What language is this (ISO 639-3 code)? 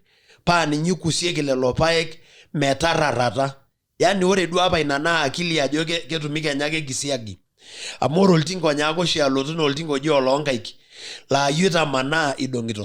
mas